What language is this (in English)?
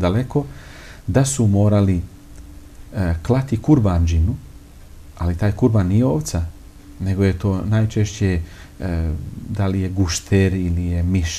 Bosnian